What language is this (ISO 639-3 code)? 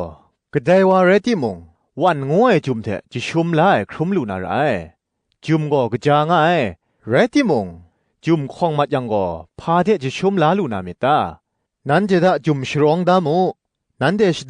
kac